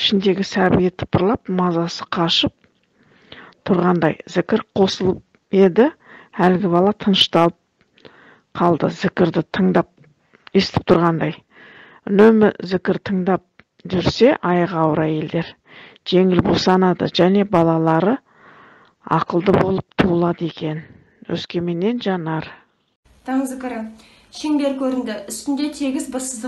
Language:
Kazakh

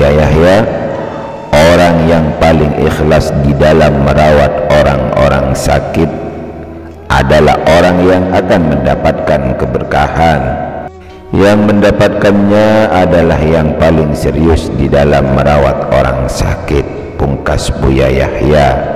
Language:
Indonesian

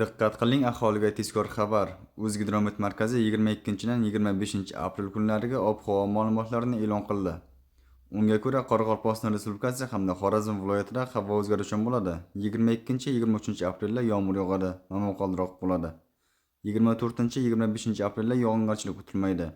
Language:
Uzbek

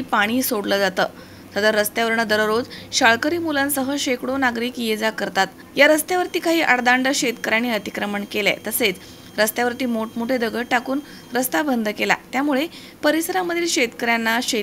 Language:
Marathi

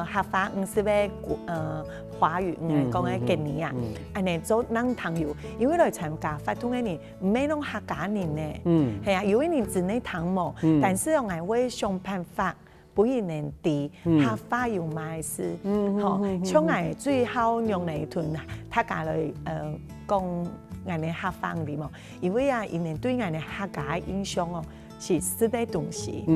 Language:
Hakka Chinese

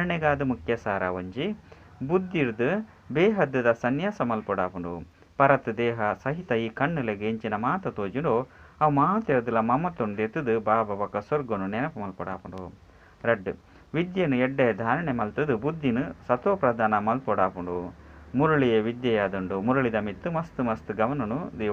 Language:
Tulu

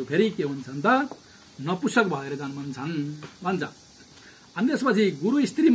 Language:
Nepali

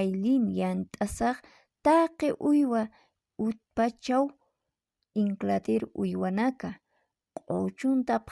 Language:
Aymara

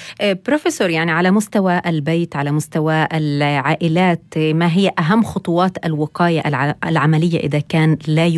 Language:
North Levantine Arabic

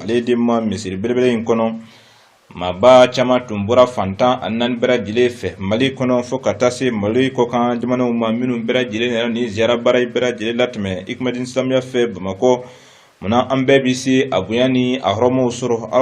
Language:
Bambara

